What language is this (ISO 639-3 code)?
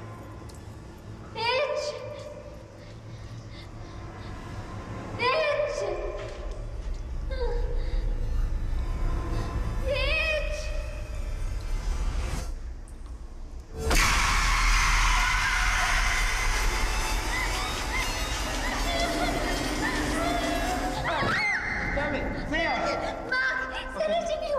fil